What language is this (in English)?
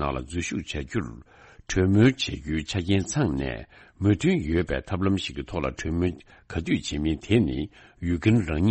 Tibetan